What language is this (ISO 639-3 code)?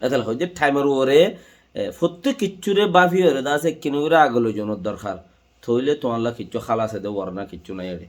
rhg